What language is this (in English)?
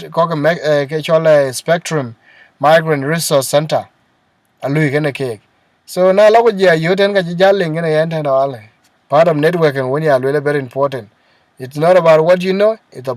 Dinka